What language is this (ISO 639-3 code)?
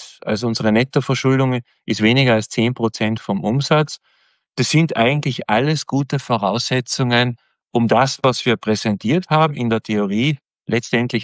deu